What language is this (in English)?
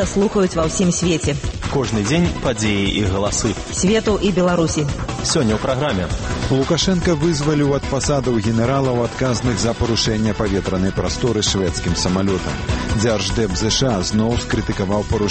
Belarusian